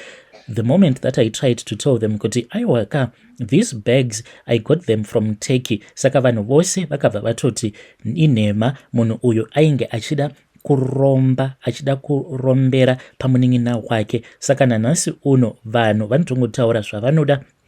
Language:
Shona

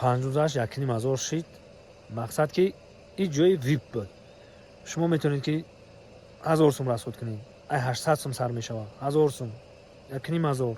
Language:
Tajik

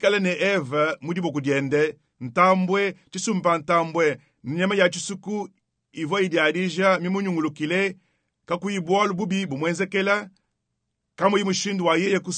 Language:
Luba-Lulua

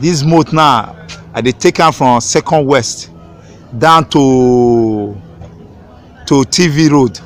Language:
Nigerian Pidgin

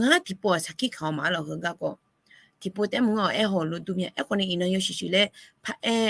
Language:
Akha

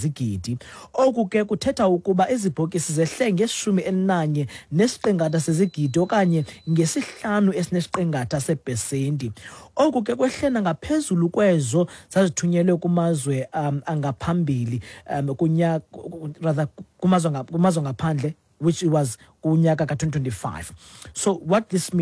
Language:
Xhosa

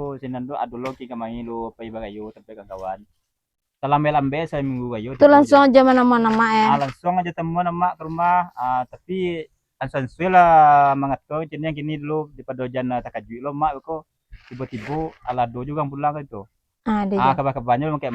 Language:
Minangkabau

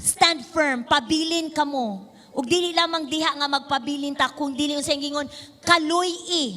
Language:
Cebuano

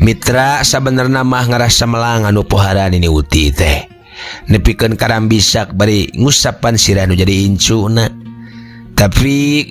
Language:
Sundanese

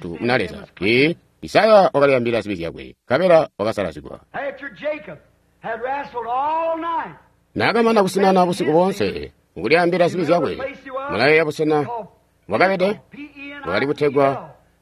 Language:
Tonga (Zambia)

